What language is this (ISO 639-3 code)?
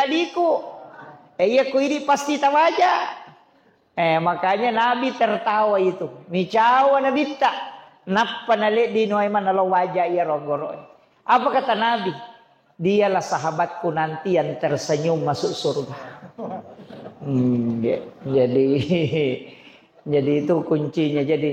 bug